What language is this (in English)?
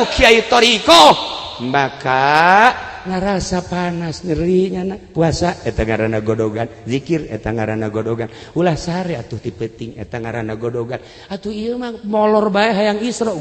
Sundanese